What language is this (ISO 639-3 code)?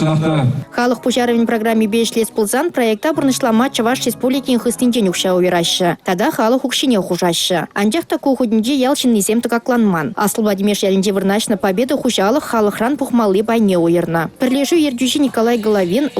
chv